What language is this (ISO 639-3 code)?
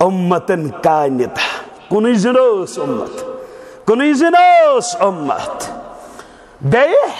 kas